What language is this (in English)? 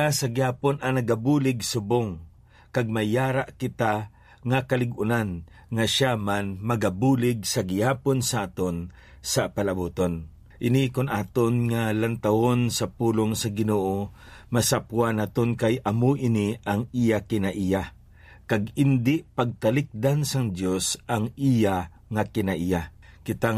Hiligaynon